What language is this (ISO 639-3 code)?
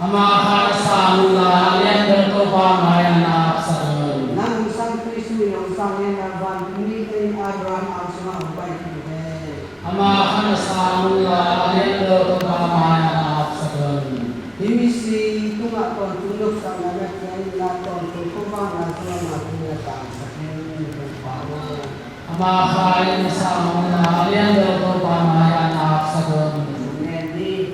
ctd